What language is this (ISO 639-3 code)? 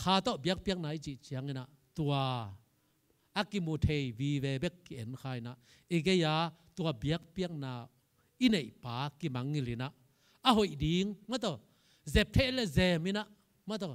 ctd